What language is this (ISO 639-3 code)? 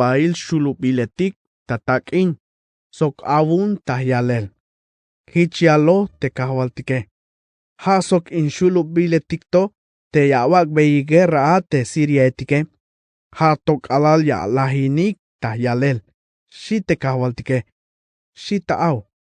tzh